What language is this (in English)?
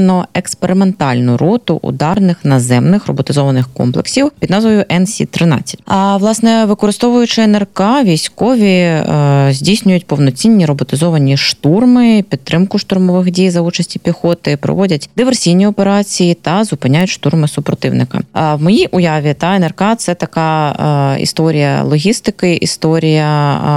Ukrainian